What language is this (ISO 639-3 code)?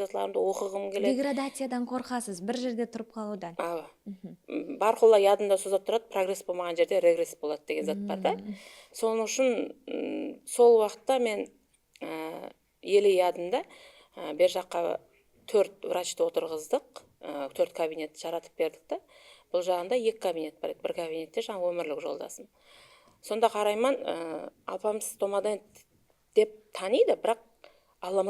kaa